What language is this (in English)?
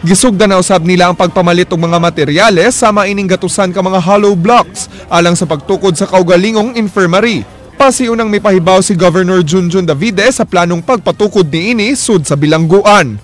Cebuano